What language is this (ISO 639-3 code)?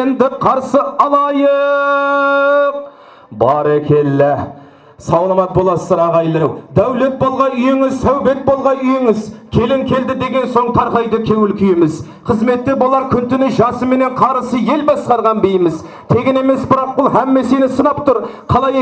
kaa